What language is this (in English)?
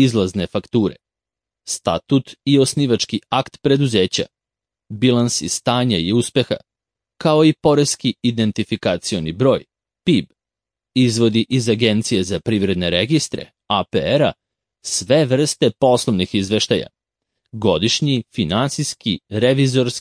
Serbian